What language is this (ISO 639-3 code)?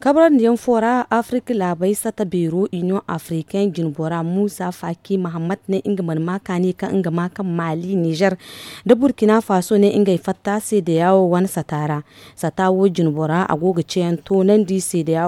dje